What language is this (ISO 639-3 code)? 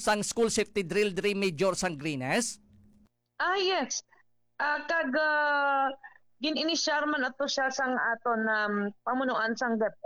hil